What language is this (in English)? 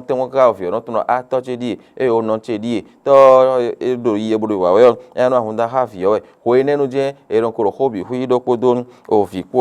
Fon